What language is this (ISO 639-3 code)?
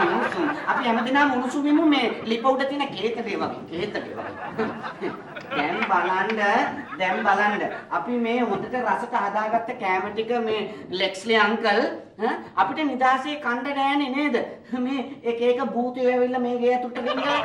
sin